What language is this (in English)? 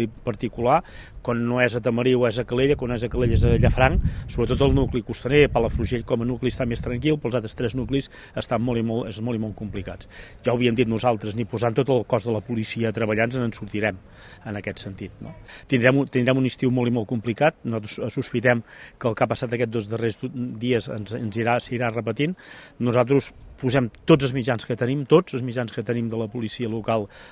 Catalan